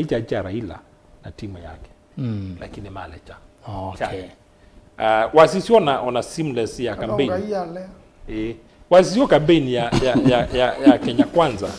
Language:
Kamba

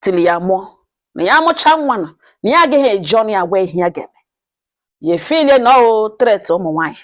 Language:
Igbo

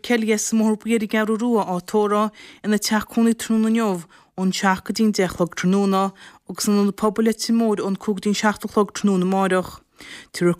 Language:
Irish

